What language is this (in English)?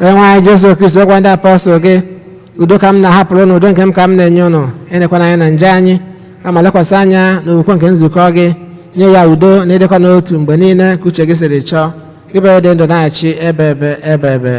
Igbo